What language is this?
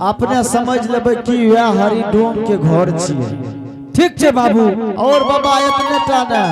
Angika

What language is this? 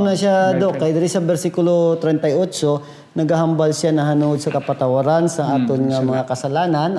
Hiligaynon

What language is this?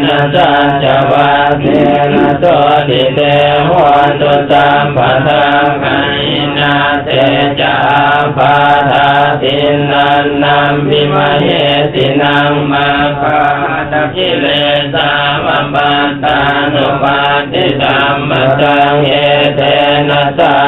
Pali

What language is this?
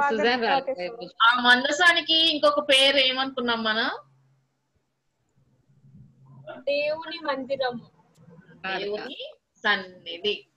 Telugu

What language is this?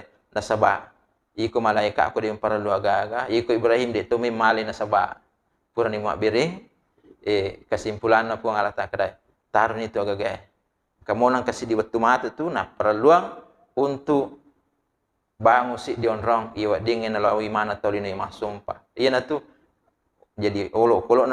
Buginese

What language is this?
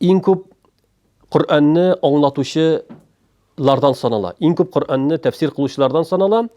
Tatar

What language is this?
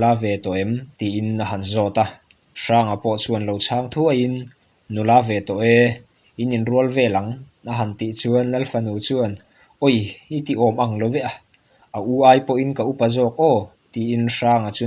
Mizo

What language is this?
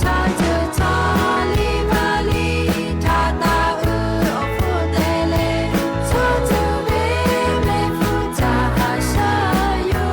Lahu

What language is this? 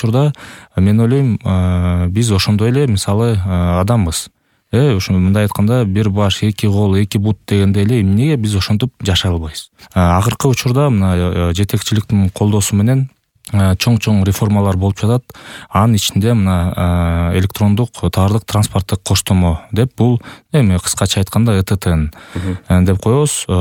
Kyrgyz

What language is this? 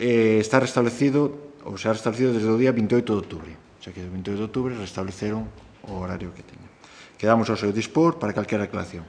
Galician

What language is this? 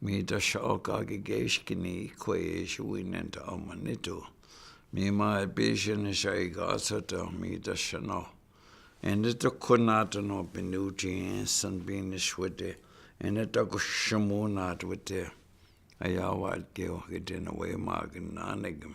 Chippewa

